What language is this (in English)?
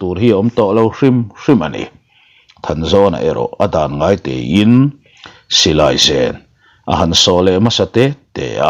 Mizo